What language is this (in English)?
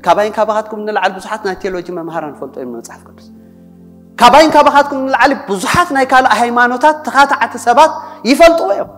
Tigrinya